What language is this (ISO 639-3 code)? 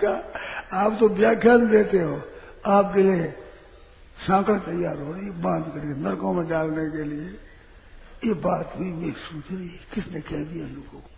hin